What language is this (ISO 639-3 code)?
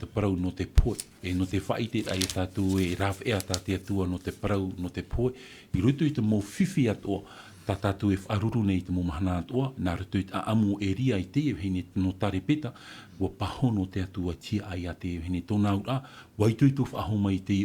tah